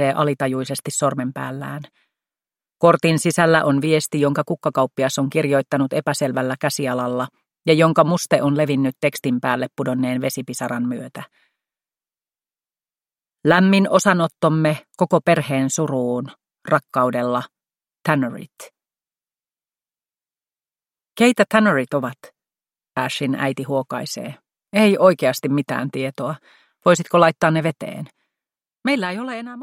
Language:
Finnish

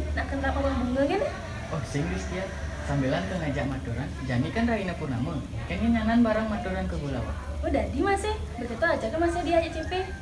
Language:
Balinese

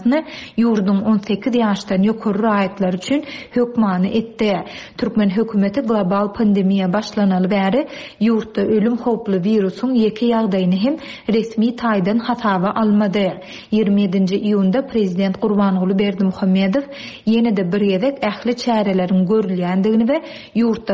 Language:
Turkmen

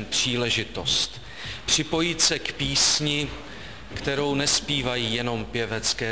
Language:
Czech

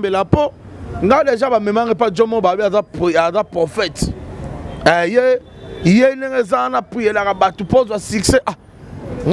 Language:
Lingala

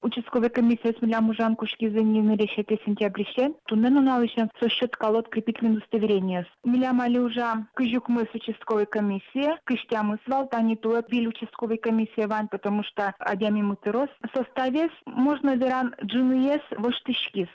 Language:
Udmurt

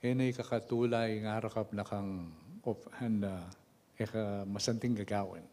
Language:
Pampanga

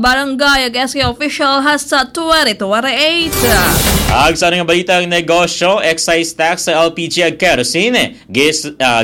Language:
Aklanon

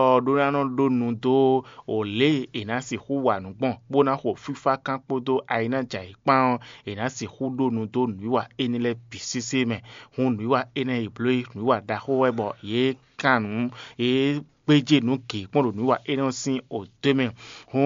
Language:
Fon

